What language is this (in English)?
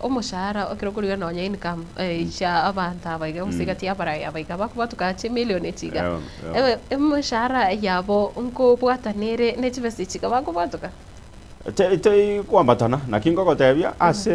Gusii